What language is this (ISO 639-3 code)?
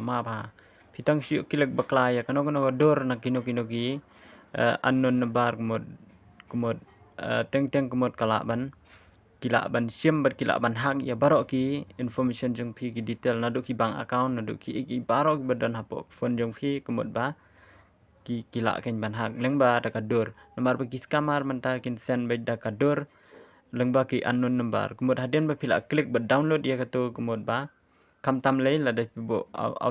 kha